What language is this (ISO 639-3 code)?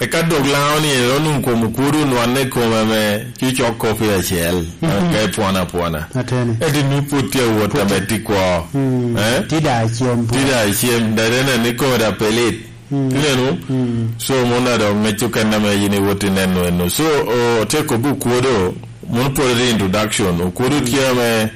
laj